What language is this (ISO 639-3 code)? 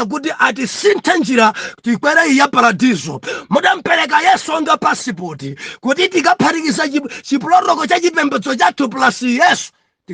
nya